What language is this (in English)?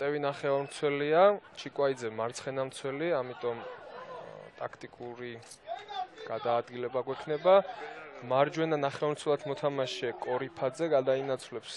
Georgian